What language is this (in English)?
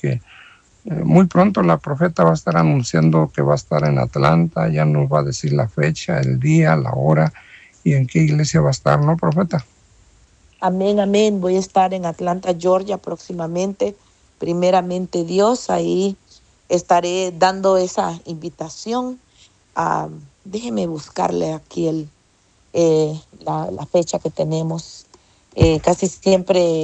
Spanish